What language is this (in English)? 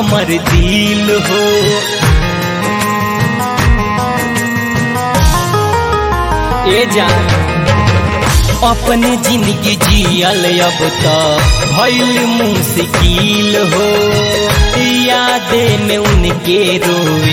Bhojpuri